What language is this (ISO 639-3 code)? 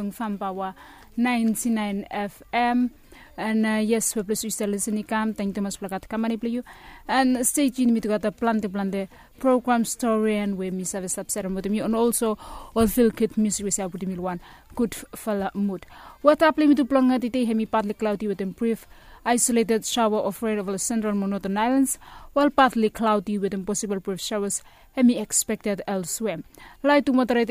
bis